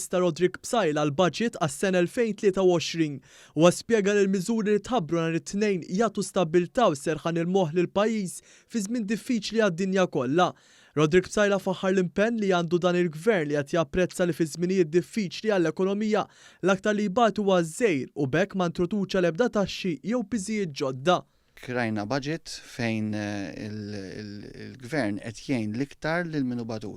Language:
Maltese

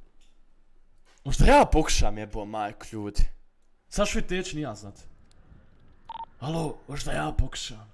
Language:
Croatian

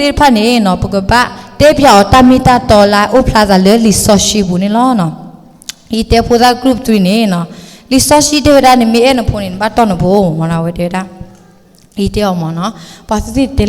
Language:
S'gaw Karen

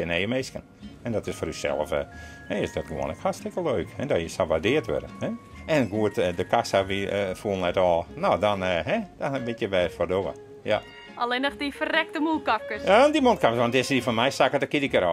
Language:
Western Frisian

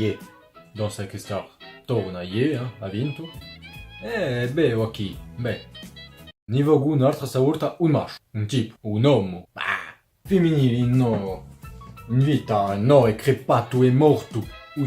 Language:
Corsican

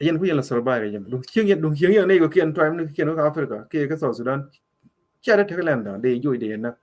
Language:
Nuer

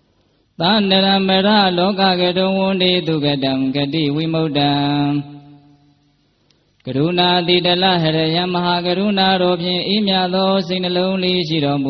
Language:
Burmese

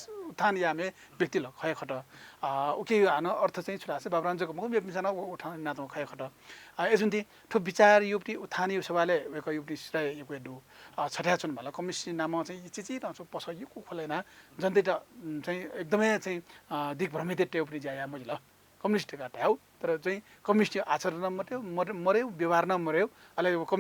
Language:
Newari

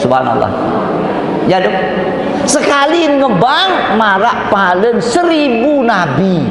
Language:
Sasak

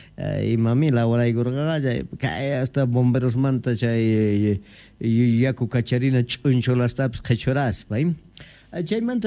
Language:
Quechua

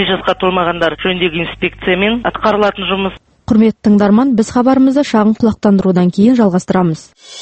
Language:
Kazakh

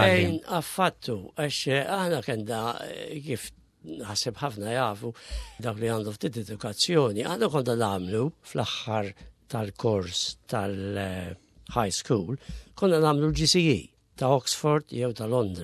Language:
Maltese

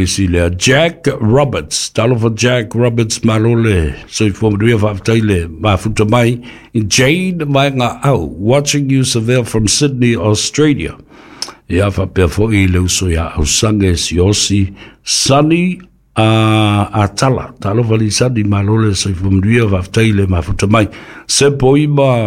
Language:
Samoan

